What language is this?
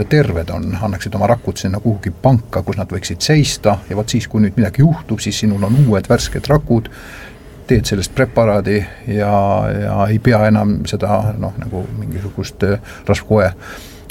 Estonian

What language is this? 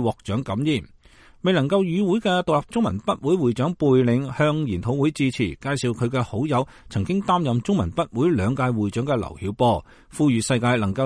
Cantonese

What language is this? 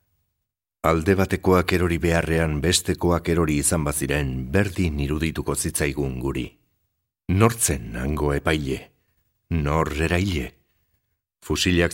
Basque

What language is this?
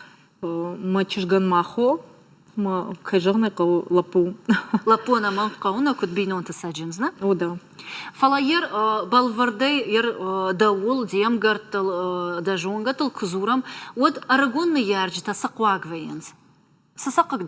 Ossetic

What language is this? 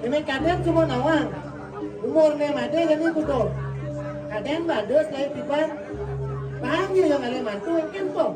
Balinese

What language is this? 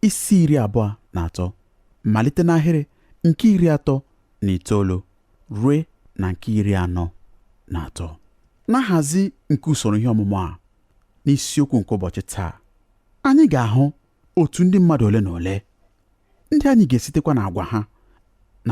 Igbo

